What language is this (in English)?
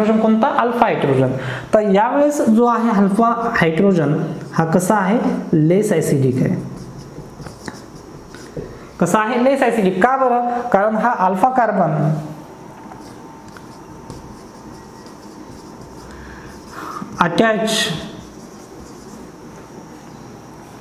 Marathi